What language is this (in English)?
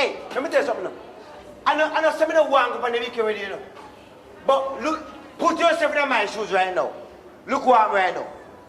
Jamaican Creole English